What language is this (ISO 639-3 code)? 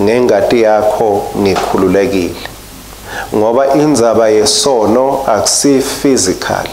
ssw